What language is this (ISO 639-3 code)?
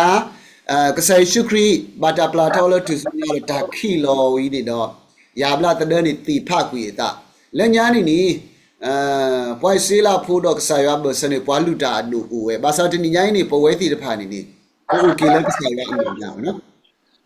ksw